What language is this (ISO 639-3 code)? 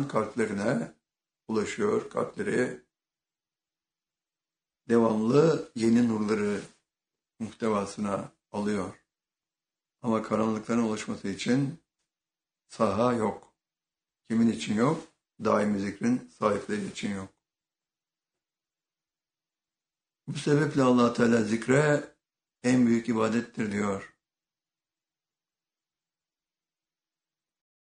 tur